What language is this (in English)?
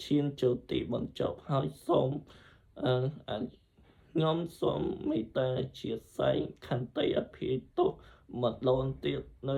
Khmer